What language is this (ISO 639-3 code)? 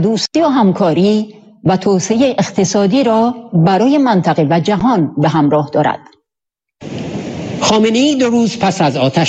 fas